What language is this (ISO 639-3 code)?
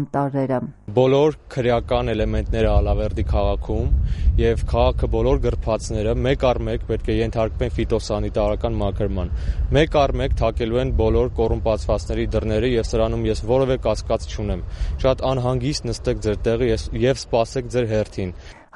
hye